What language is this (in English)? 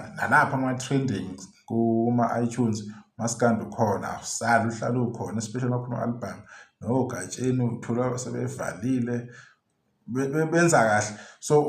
Zulu